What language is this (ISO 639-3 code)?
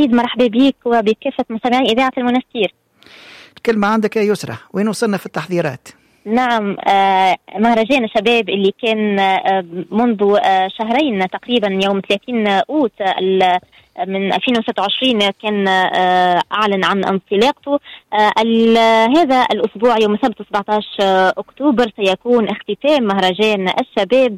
aeb